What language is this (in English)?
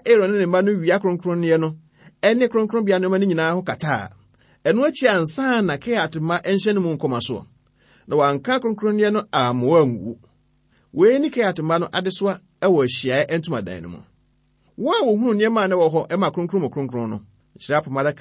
Akan